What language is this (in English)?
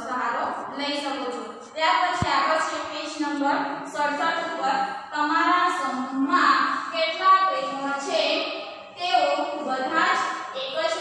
Gujarati